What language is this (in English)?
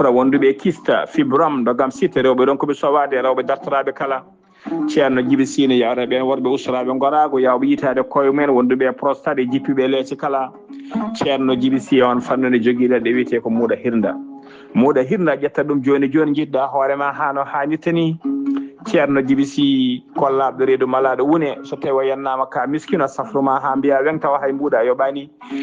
Fula